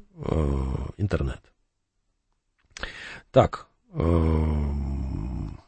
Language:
Russian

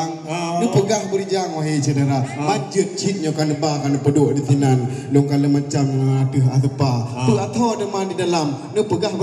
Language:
Achinese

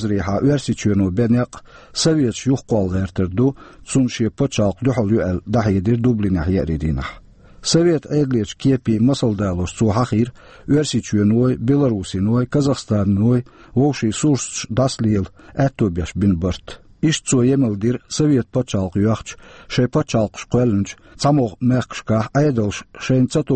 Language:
Chechen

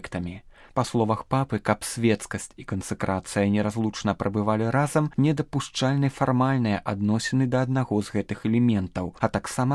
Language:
Belarusian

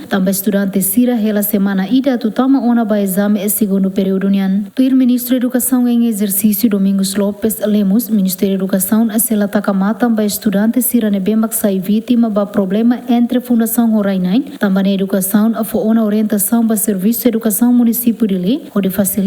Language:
Tetum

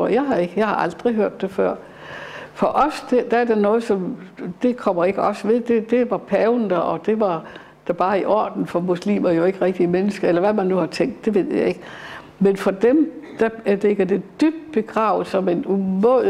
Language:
Danish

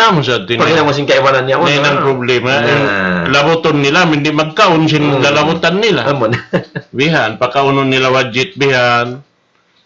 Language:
Tausug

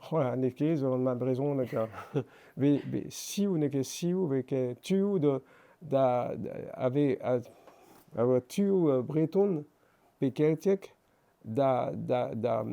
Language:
Breton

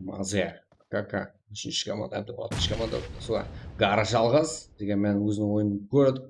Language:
Kara-Kalpak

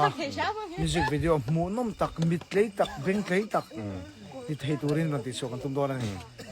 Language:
Mizo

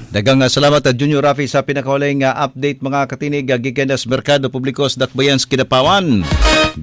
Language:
Cebuano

